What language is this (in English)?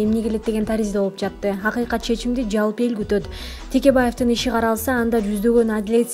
Kyrgyz